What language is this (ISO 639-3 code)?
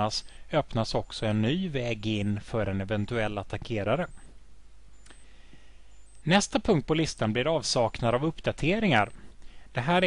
swe